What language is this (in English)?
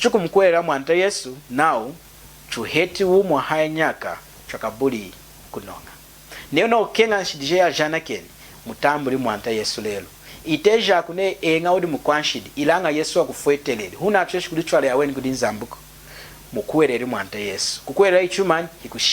Lunda